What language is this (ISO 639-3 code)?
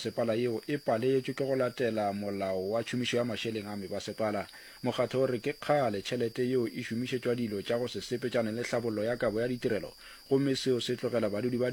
nso